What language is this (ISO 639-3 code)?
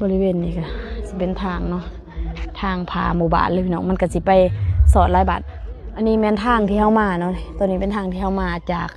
lao